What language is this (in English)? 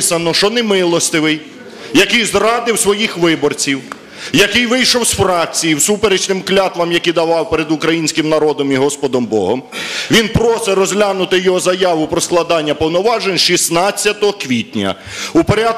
Ukrainian